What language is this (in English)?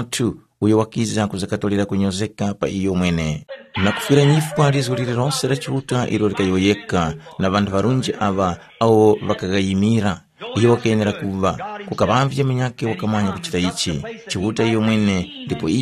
Tumbuka